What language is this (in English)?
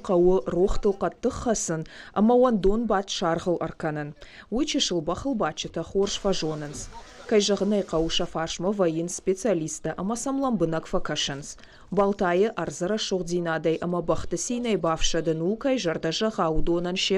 Ossetic